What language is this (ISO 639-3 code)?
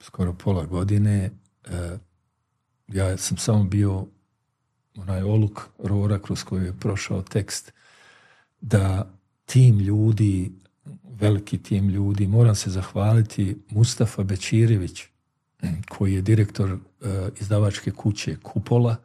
bos